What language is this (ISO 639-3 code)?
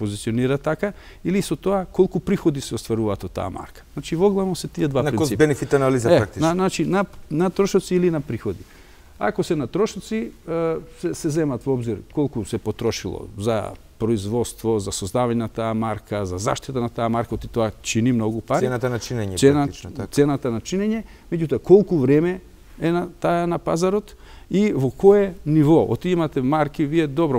mkd